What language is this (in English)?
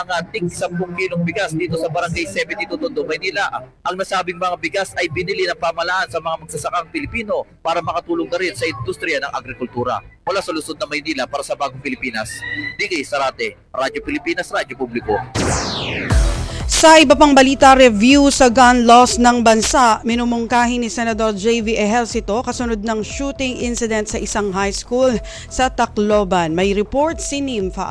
Filipino